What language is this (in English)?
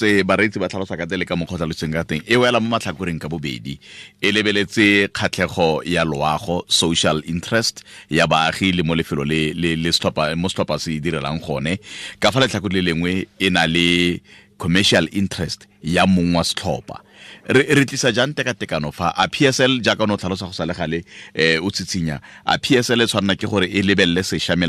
Tswana